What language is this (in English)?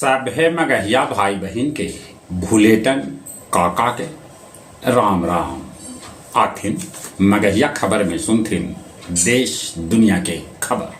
Magahi